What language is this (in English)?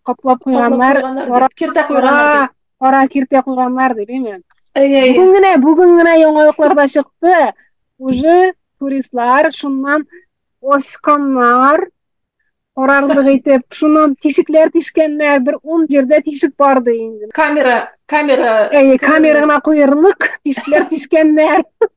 Tatar